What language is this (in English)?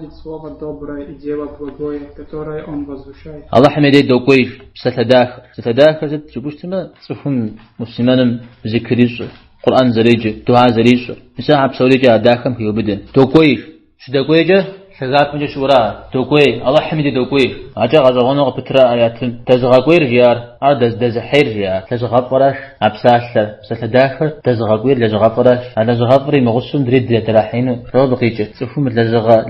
Kabardian